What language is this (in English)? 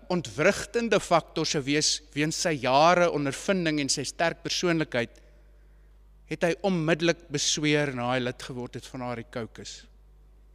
Afrikaans